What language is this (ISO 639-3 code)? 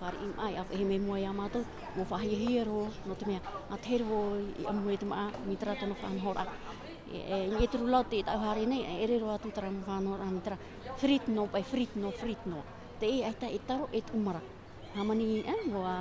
tah